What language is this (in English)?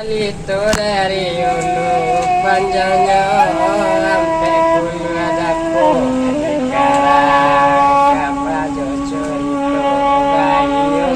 Minangkabau